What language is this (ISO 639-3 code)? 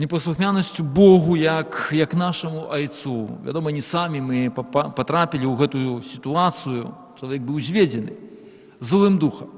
bel